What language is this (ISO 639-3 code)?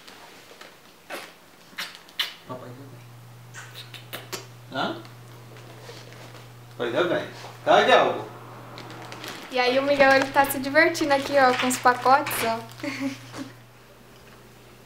por